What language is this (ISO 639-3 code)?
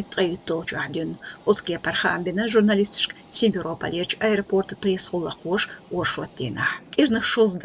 che